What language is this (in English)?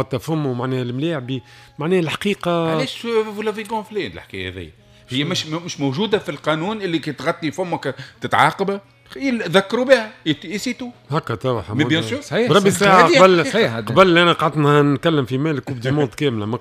Tunisian Arabic